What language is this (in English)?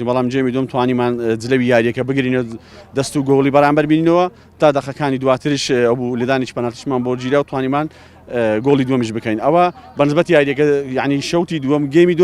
Central Kurdish